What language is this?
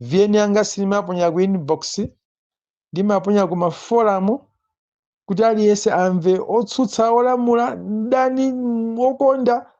Nyanja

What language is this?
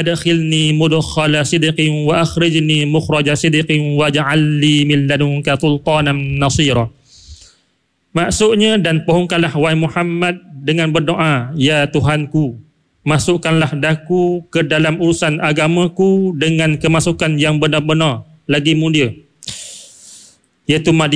Malay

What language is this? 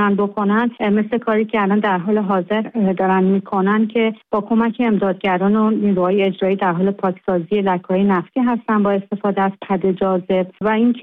Persian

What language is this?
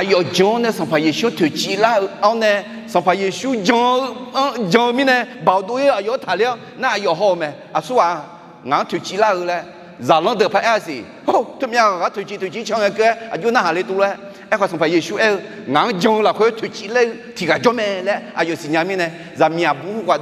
Akha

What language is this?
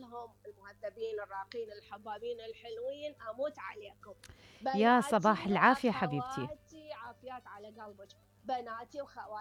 Mesopotamian Arabic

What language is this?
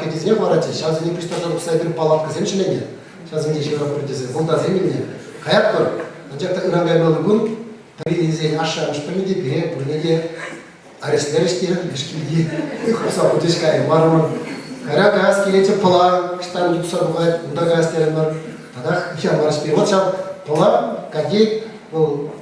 Chuvash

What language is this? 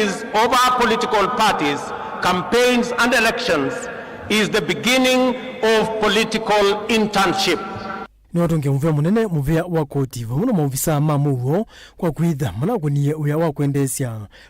Kamba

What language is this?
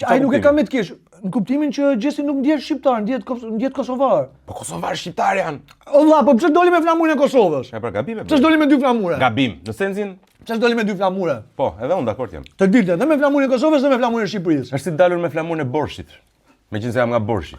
Albanian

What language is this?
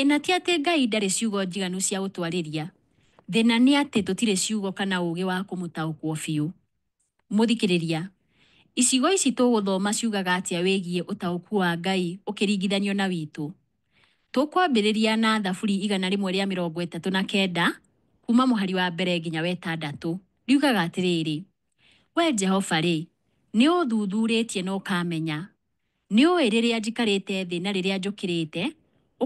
Kikuyu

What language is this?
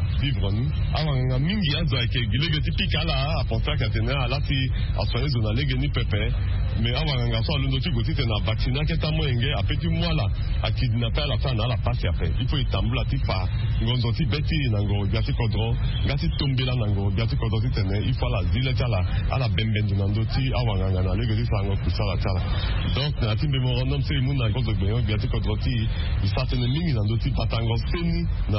Sango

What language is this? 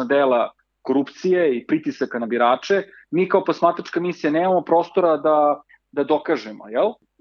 Serbian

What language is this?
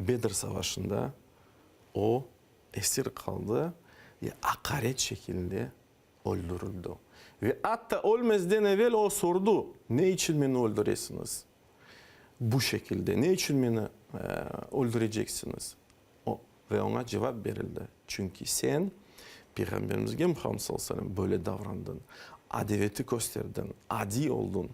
Crimean Tatar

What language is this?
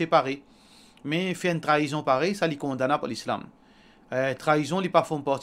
Morisyen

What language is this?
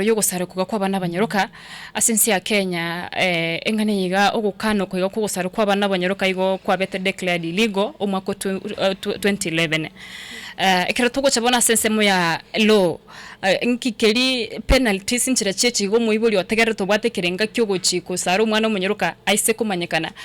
Gusii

